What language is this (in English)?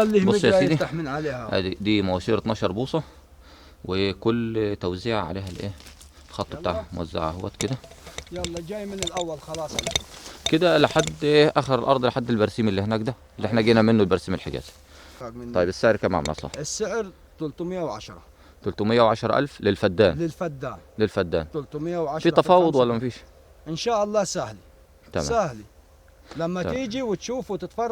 Egyptian Arabic